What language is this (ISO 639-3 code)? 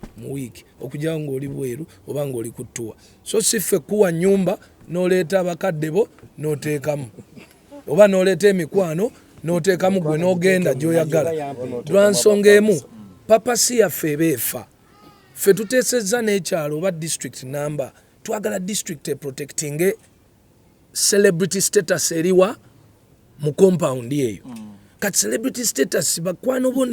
lug